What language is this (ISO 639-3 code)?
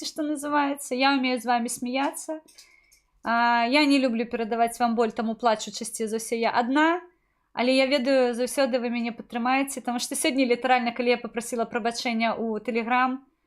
bel